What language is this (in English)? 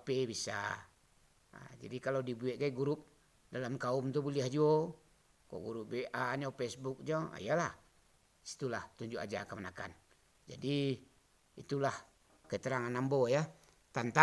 Minangkabau